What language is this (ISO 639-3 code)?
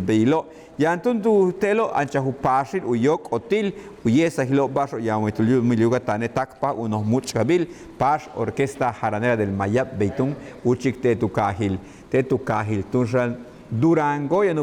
yua